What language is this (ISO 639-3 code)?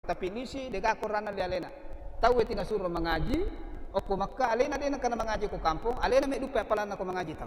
bug